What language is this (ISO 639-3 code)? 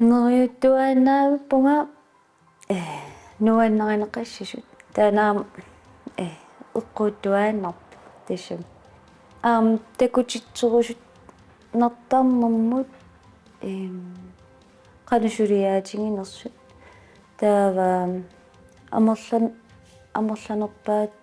kal